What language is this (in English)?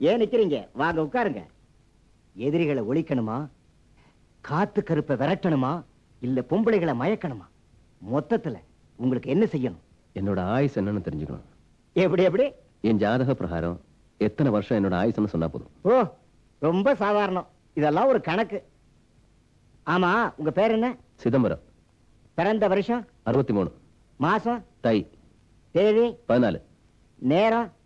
Tamil